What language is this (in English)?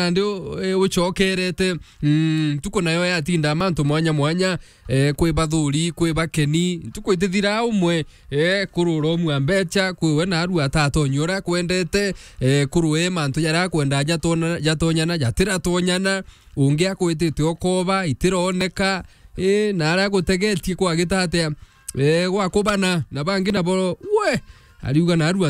Meru